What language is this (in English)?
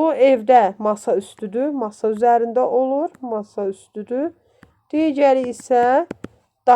Azerbaijani